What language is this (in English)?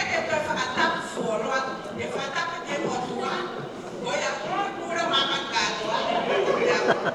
Tongan